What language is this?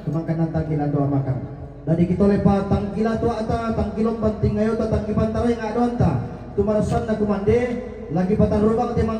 Toraja-Sa'dan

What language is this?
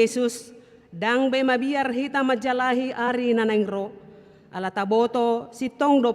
Batak Toba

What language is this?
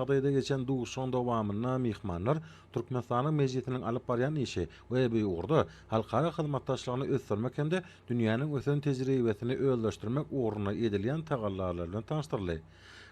Turkmen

